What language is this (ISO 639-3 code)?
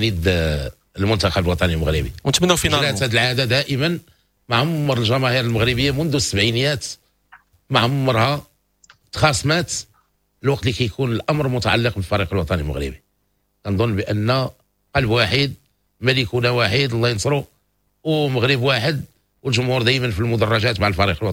ary